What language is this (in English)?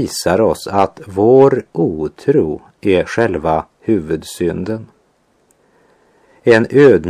Swedish